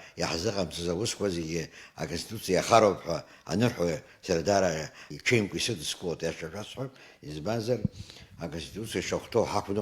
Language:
Abkhazian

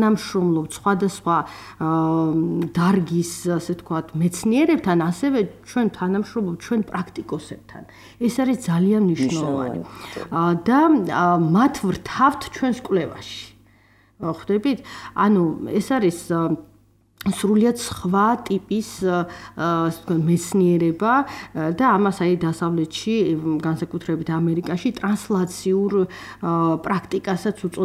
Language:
Georgian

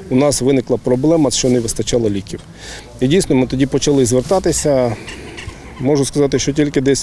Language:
Ukrainian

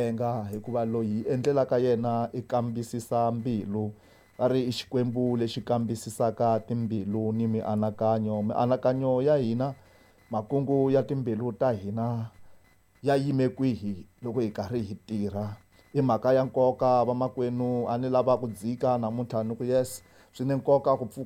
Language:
Tsonga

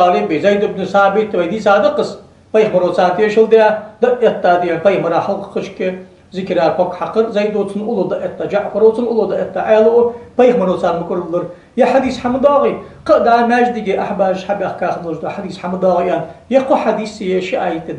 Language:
Ingush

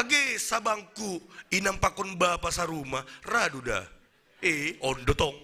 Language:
Batak Simalungun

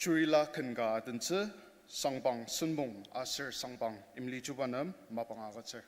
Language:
Ao Naga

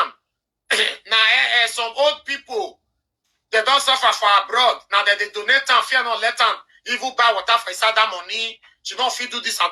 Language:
Nigerian Pidgin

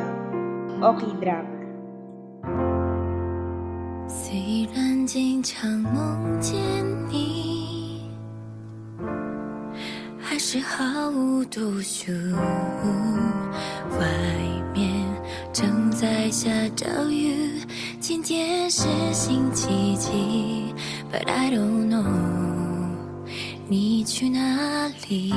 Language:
Chinese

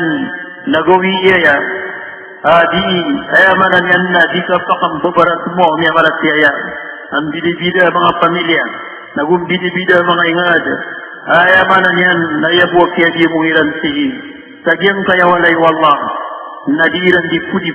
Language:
Maranao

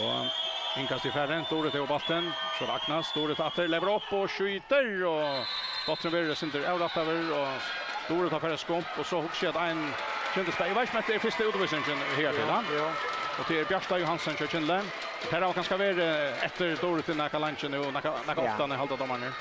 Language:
Faroese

